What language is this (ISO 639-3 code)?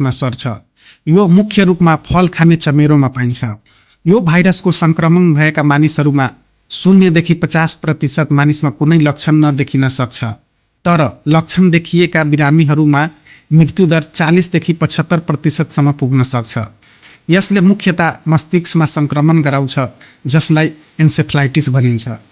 nep